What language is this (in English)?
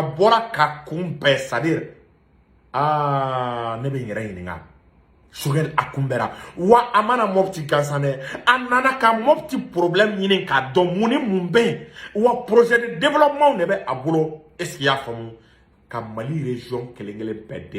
Bambara